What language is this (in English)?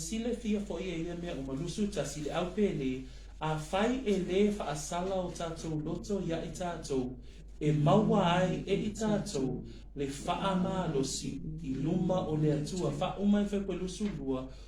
Samoan